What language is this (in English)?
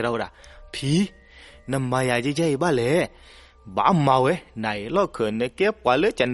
S'gaw Karen